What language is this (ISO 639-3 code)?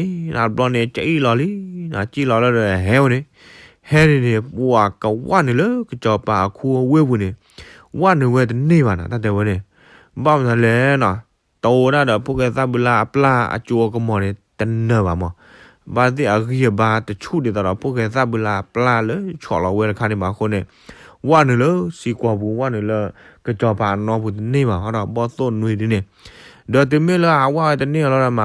ksw